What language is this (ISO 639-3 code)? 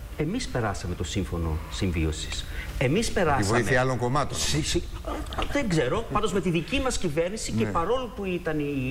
ell